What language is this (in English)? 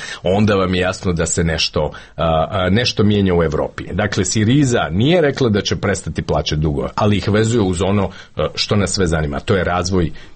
Croatian